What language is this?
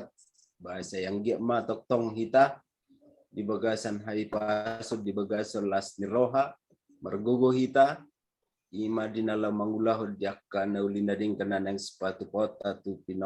Batak Toba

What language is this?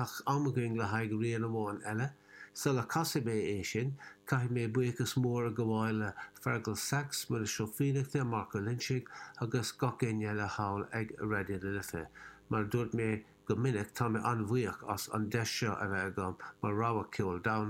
Irish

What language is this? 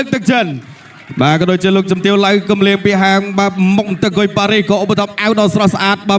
Khmer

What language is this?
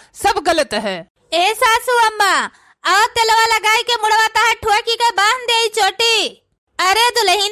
Awadhi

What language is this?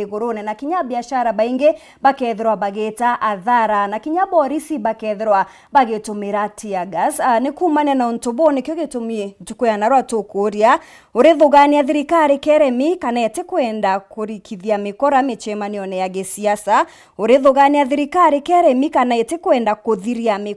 Meru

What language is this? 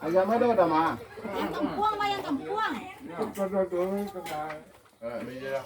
Minangkabau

